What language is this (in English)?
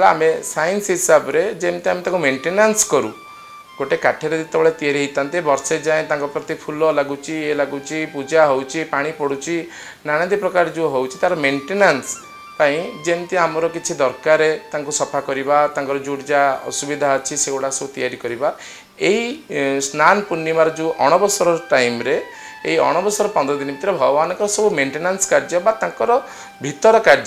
Odia